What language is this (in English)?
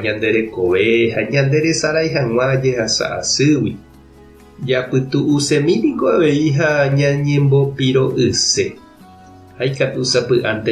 Guarani